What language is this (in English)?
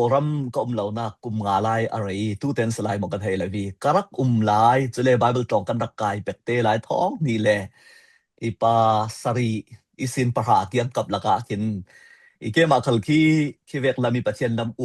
Falam Chin